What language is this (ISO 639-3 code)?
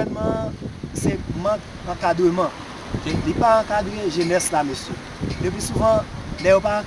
hat